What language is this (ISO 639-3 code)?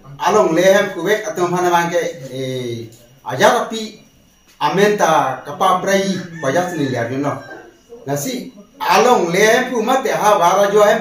mjw